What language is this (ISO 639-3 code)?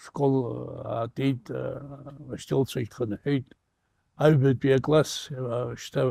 abk